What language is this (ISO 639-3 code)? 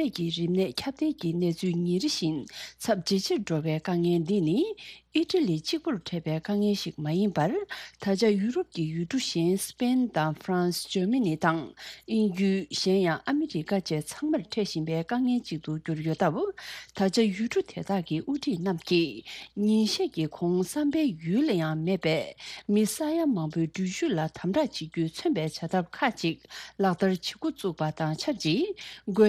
bod